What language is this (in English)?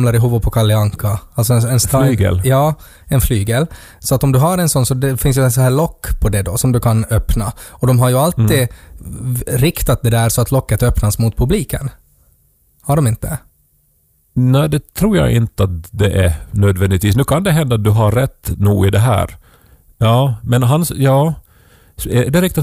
Swedish